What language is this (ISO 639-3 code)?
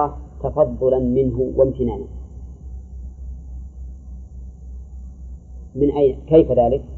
ara